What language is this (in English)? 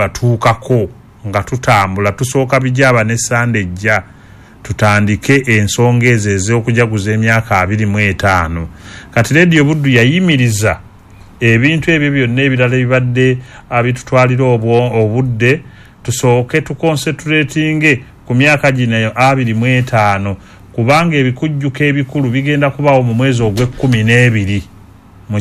Ganda